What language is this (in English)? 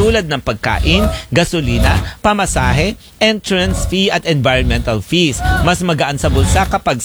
Filipino